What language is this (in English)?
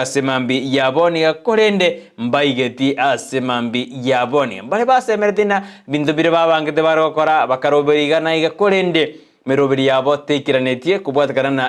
Gusii